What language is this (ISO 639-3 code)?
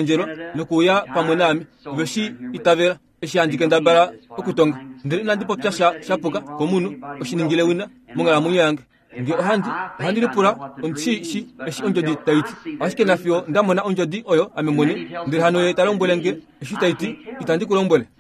kua